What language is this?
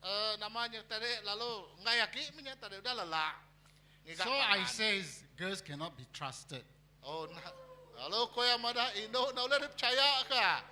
Iban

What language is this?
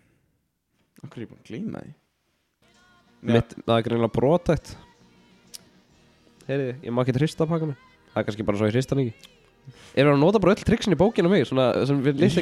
Icelandic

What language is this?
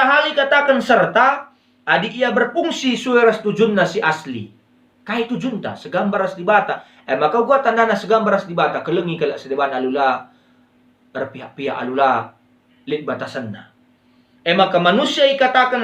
Batak Karo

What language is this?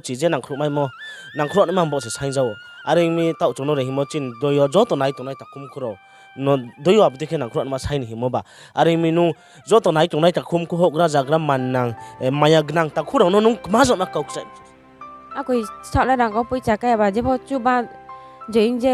Riang (India)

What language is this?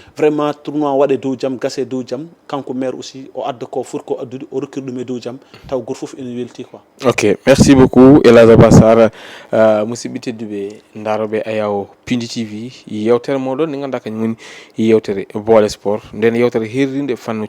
Fula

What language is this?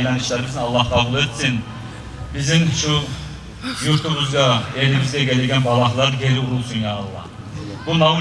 Kumyk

